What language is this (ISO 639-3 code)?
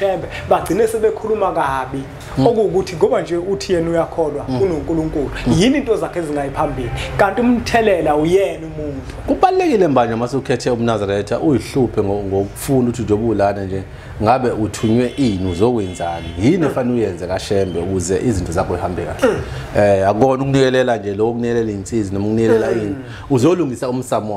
zul